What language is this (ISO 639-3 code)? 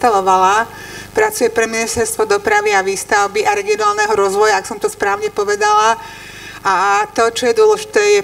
slk